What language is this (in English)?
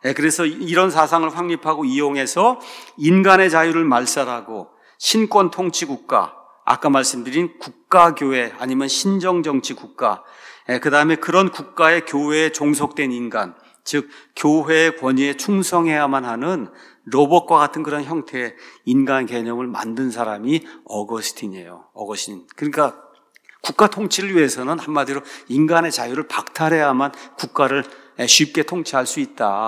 Korean